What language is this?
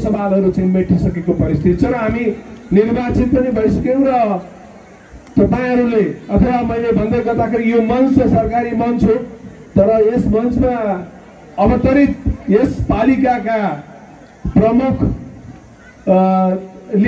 Nepali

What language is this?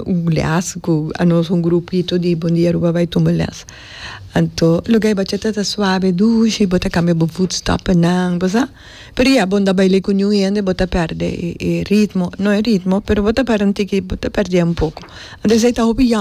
Papiamento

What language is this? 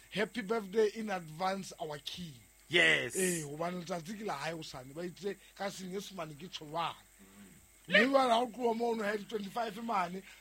Southern Sotho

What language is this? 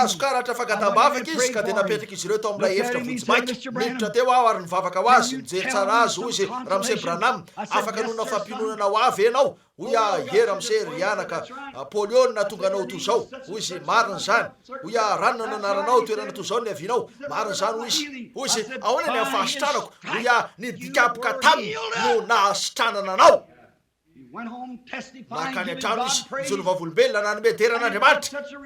Malagasy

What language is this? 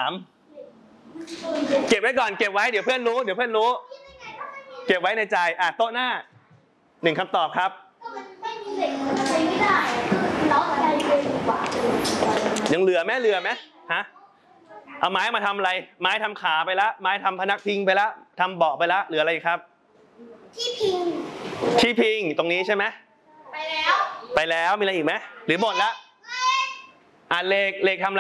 Thai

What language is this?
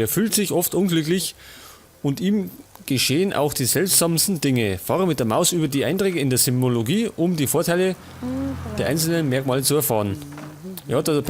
Bavarian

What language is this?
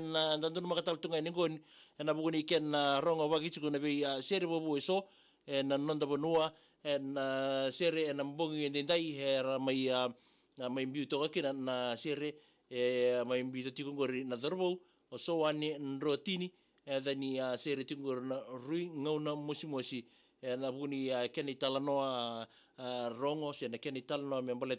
Fijian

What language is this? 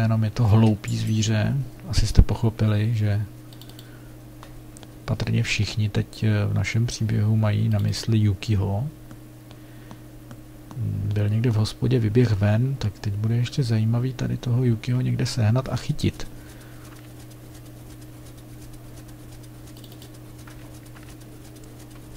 Czech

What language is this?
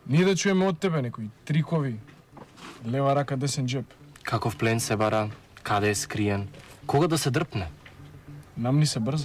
Macedonian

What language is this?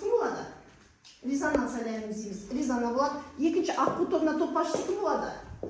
Kazakh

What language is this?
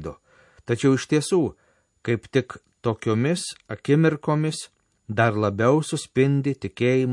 Lithuanian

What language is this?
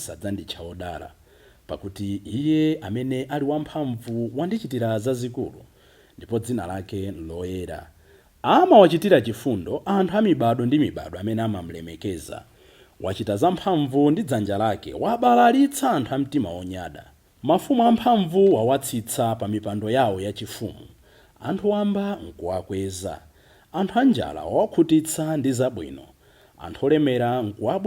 Nyanja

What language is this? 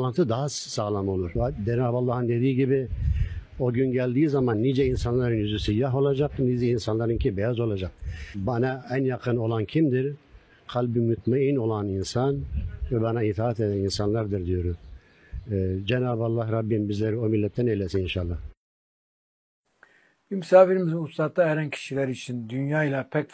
Turkish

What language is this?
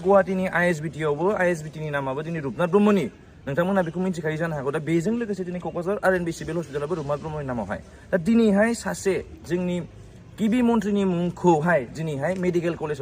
Bodo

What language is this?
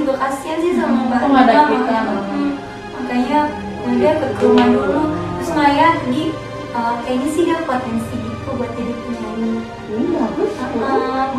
Sasak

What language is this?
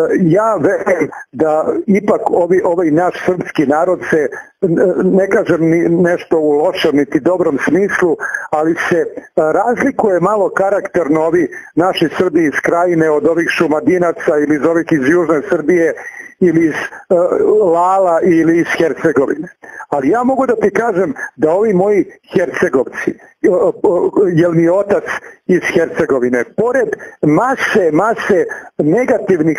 Serbian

